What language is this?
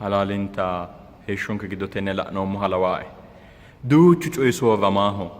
Sidamo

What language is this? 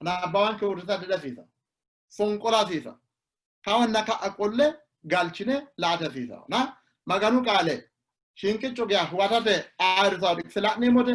Sidamo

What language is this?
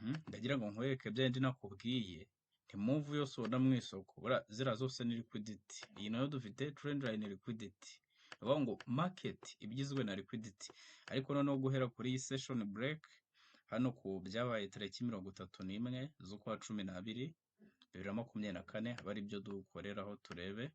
Kinyarwanda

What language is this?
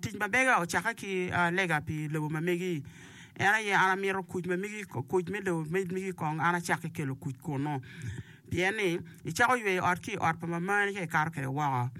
Acoli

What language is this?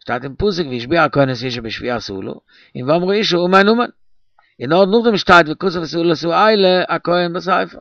Yiddish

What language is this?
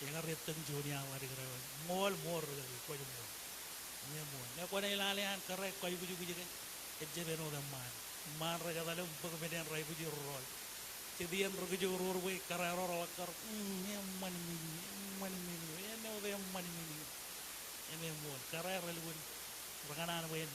Marshallese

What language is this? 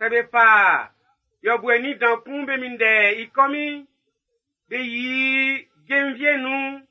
Baoulé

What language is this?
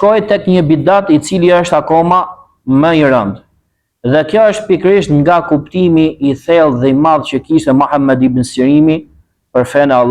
Albanian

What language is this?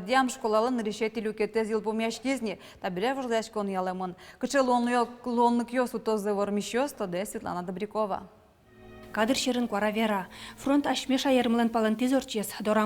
Udmurt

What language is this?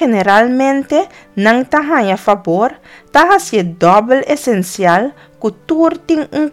Papiamento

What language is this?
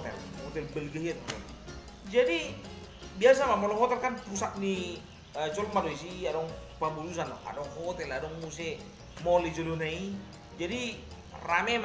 Batak Toba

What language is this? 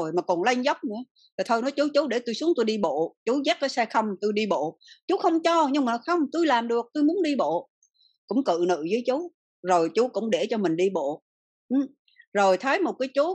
Vietnamese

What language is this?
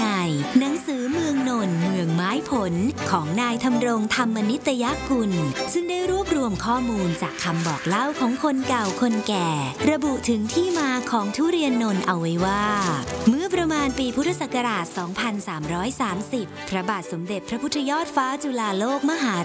Thai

